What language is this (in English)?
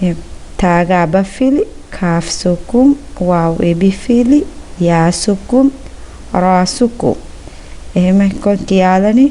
Divehi